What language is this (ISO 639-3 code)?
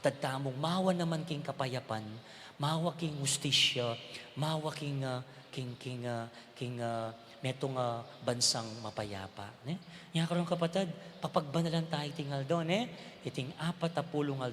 pam